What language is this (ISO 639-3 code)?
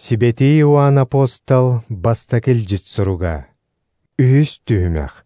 sah